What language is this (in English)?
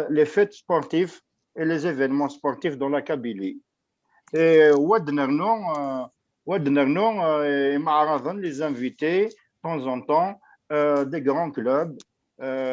Kabyle